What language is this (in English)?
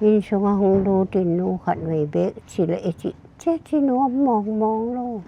Paite Chin